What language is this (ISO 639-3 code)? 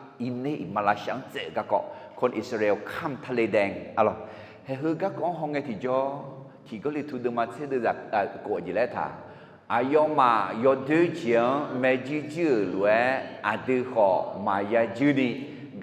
ahk